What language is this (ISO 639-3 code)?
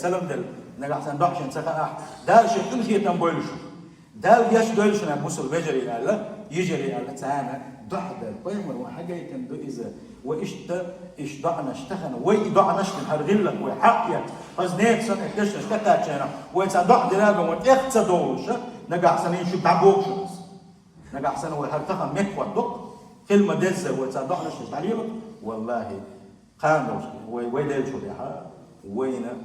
che